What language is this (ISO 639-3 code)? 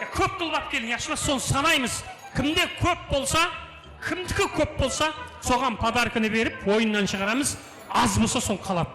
kaa